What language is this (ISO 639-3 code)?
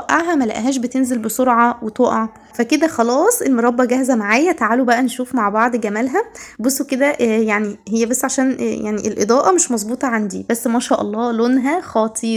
arz